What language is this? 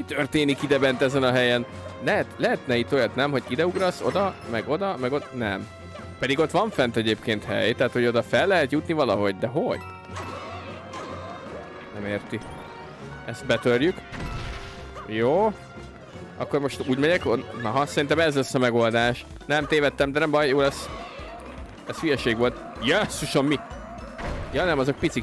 Hungarian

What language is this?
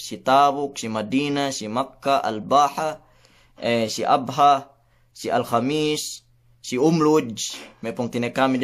Yakan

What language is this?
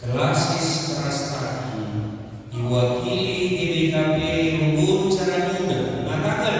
Batak Karo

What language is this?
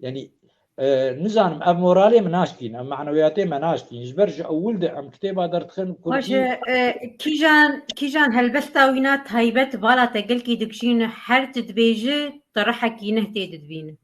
Kurdish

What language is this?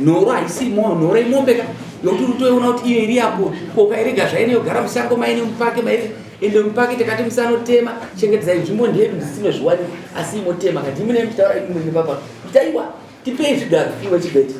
Shona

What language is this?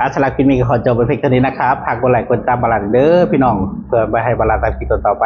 Northeastern Thai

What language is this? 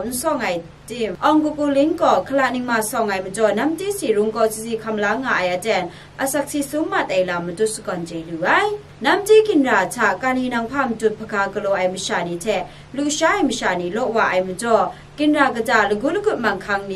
Kachin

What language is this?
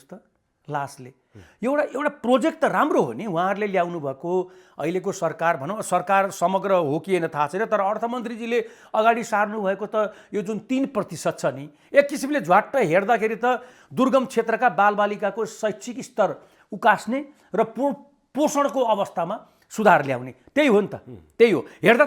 Nepali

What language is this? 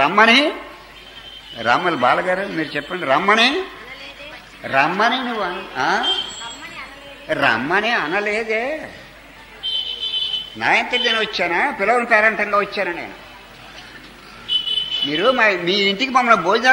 Telugu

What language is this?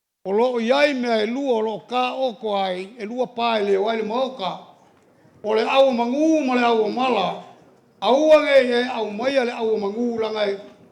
Samoan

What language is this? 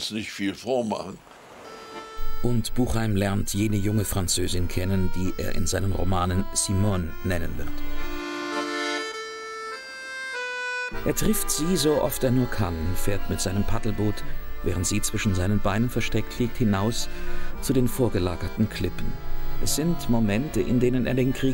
German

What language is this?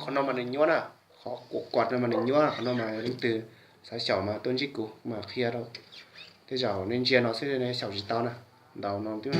Hmong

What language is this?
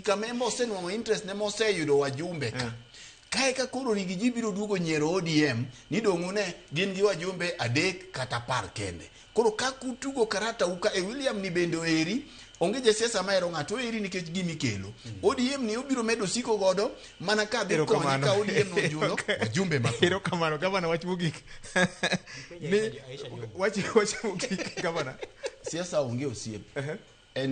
Luo (Kenya and Tanzania)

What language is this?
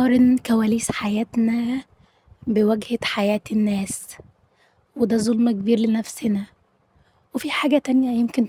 Egyptian Arabic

